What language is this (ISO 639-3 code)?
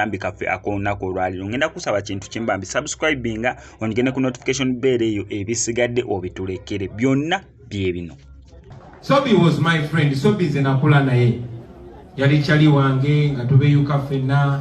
lug